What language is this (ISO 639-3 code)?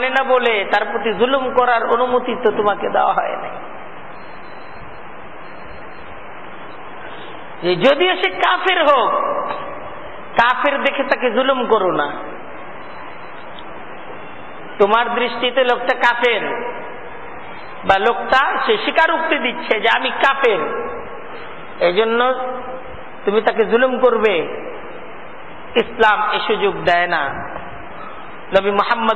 ben